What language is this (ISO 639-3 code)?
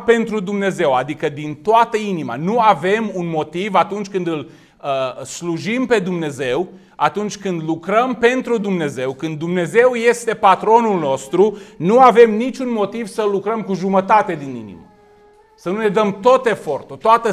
ron